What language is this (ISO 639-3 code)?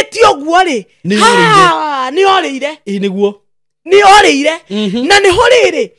kik